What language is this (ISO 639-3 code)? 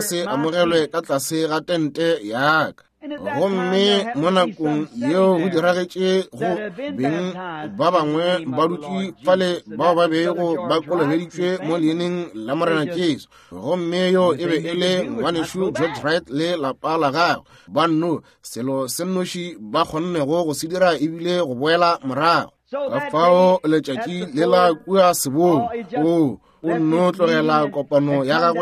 nso